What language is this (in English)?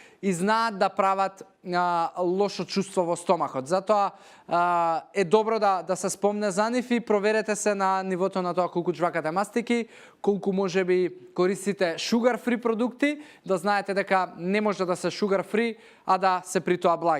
Macedonian